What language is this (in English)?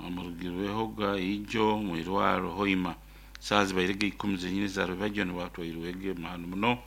Nyoro